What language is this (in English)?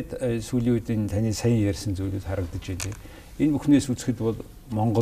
Mongolian